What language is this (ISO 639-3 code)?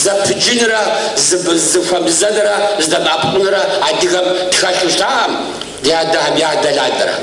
kbd